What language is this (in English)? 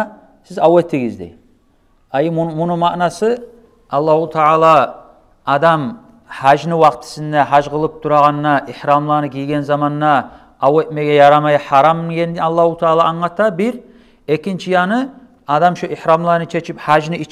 Kumyk